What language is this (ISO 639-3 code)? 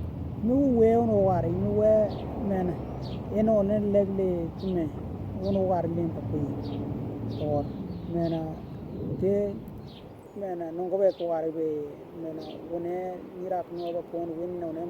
dnw